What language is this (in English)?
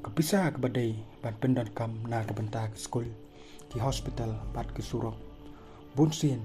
Khasi